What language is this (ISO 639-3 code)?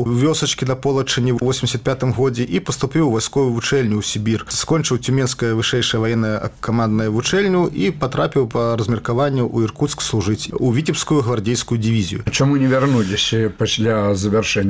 bel